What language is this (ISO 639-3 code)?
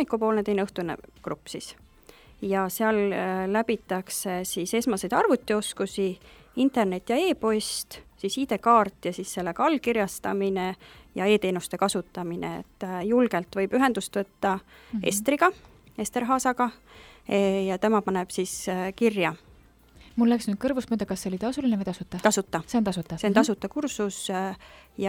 est